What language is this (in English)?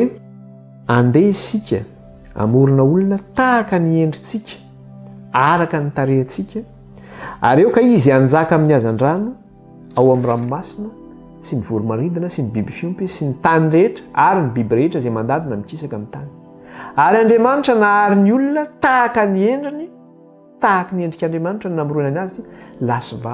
Malagasy